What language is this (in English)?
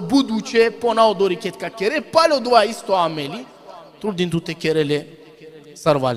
Balkan Romani